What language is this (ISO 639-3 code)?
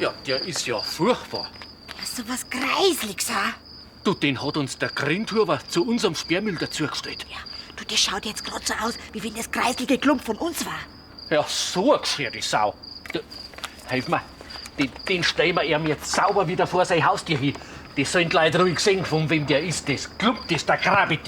bar